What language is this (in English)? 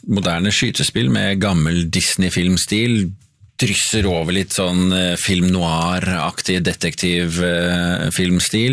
Norwegian